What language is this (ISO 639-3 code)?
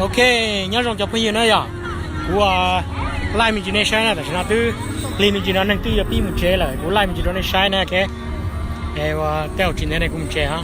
hmn